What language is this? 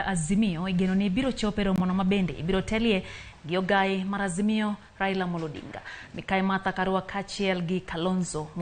Luo (Kenya and Tanzania)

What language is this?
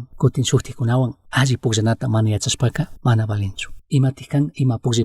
Chimborazo Highland Quichua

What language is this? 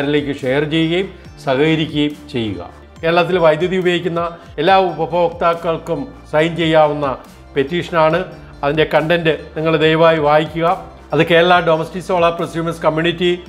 Malayalam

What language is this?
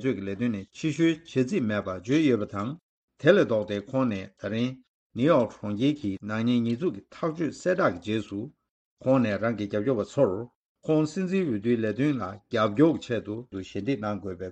Tibetan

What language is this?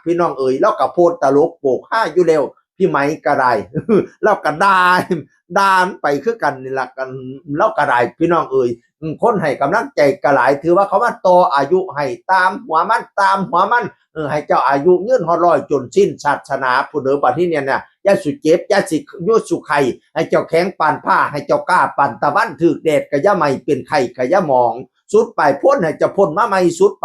Northeastern Thai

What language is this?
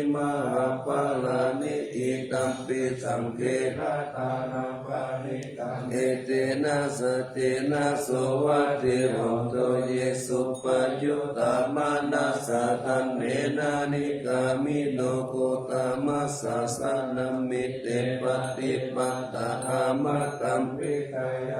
Pali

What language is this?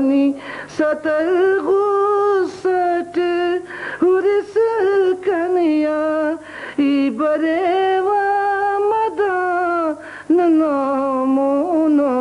Brahui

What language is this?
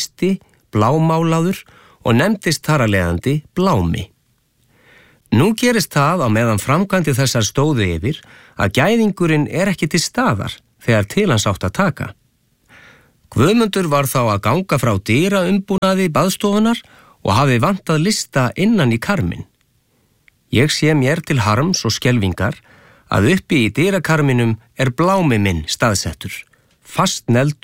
Icelandic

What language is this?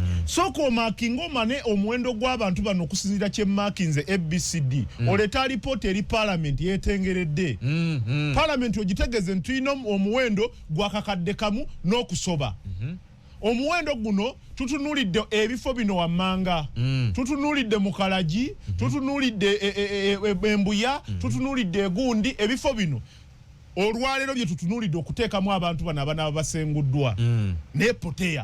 Ganda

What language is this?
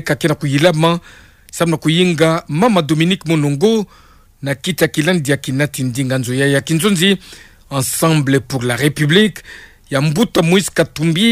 Kituba (Democratic Republic of Congo)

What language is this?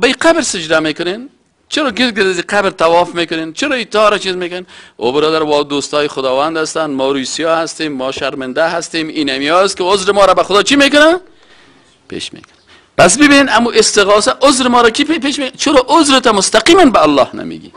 Persian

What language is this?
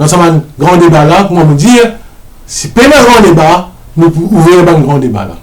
Morisyen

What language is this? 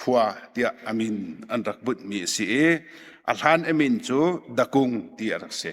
Hakha Chin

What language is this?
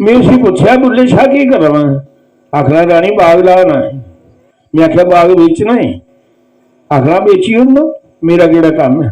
Dogri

